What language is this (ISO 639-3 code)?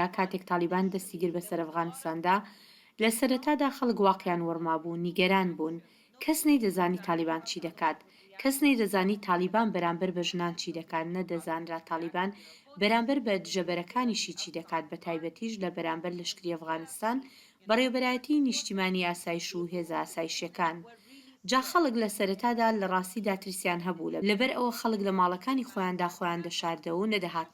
ckb